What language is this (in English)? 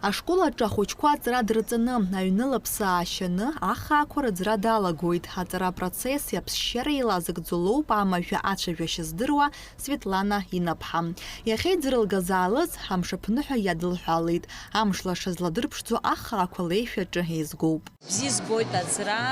Abkhazian